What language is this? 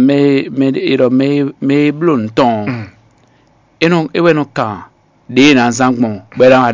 Fon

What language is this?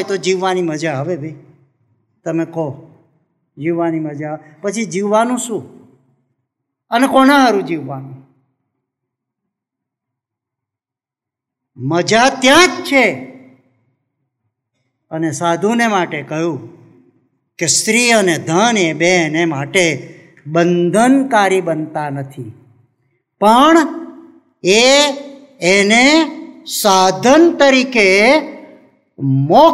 Gujarati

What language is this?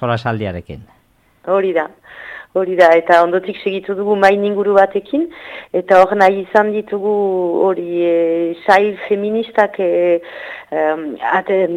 Basque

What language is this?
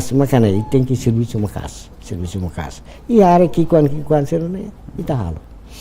Tetum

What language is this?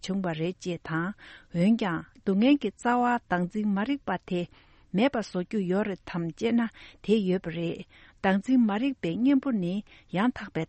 Tibetan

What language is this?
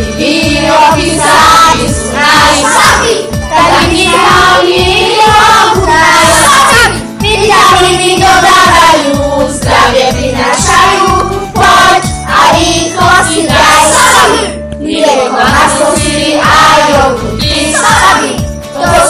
Slovak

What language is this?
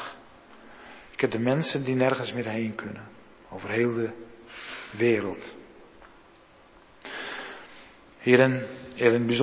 Dutch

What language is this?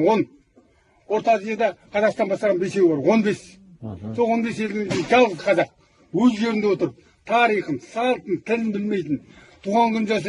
Kazakh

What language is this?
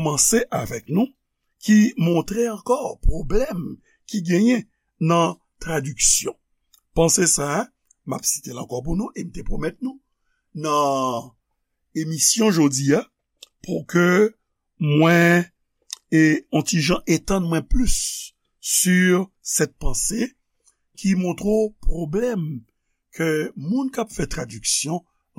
Haitian Creole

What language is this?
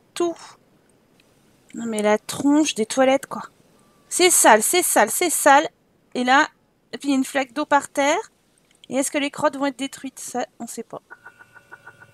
French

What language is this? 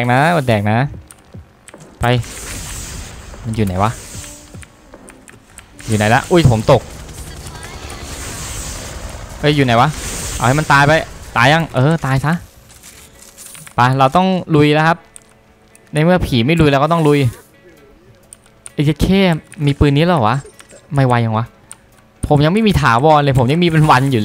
Thai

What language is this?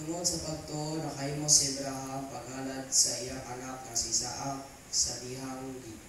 Cebuano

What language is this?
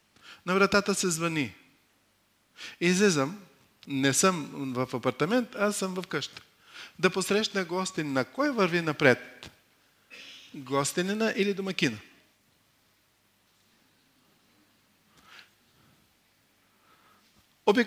Bulgarian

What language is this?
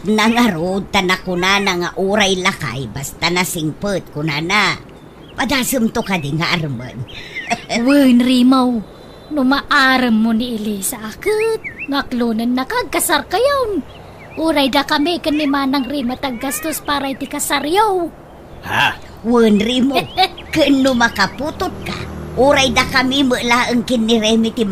Iloko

